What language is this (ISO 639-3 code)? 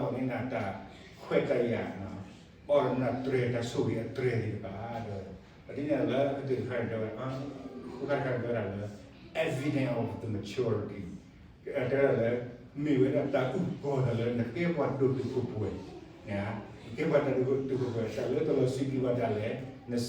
ksw